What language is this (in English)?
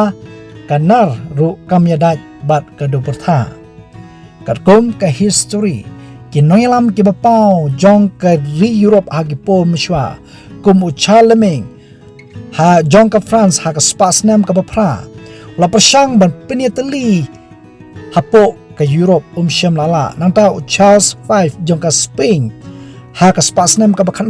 Khasi